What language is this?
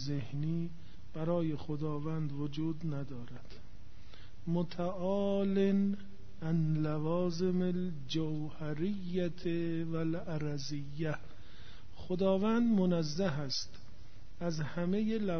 Persian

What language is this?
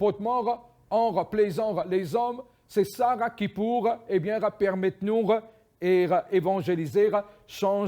Morisyen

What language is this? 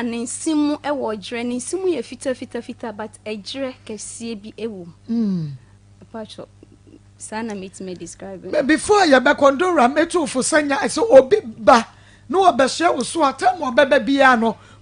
Akan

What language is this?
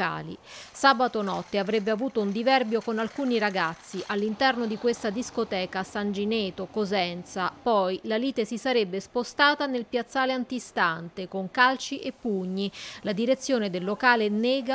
Italian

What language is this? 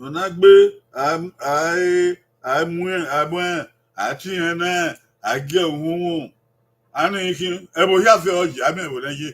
Bini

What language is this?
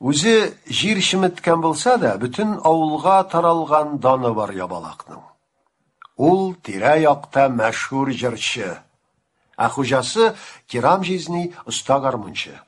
Tatar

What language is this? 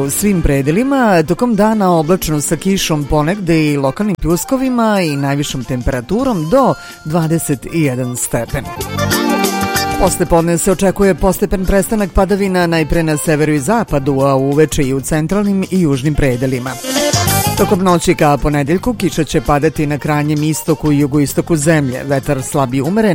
Serbian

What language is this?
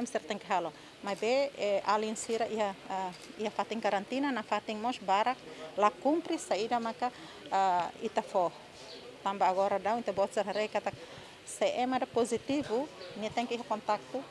Tetum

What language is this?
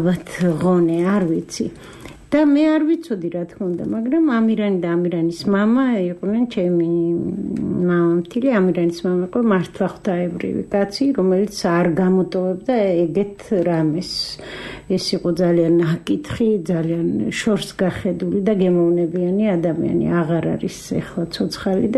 Georgian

